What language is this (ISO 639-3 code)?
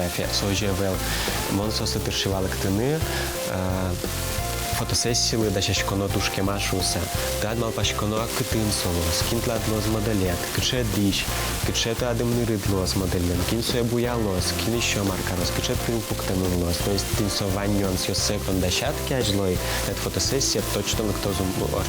udm